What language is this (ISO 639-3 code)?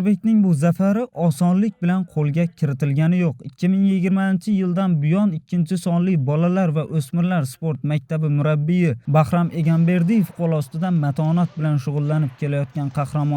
uzb